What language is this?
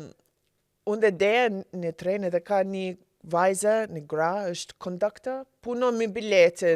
Albanian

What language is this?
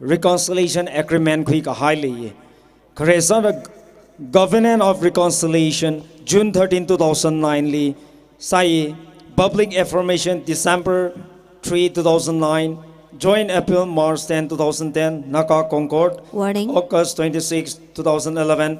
Tangkhul Naga (India)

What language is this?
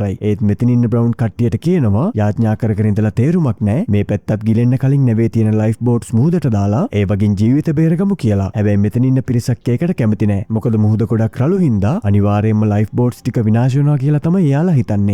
Sinhala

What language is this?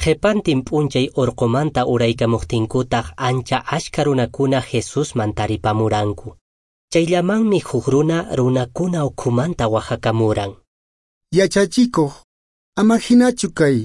Quechua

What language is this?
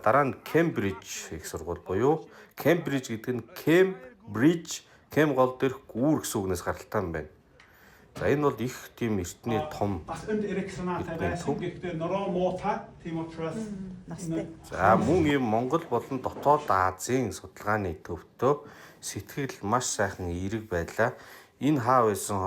Mongolian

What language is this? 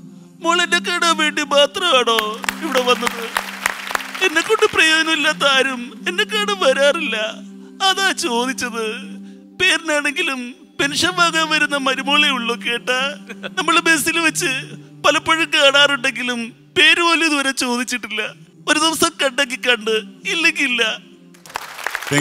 Malayalam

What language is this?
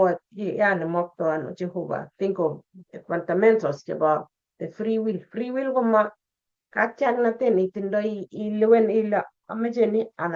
Kalenjin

